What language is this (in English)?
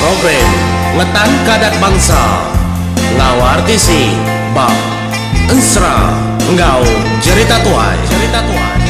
Iban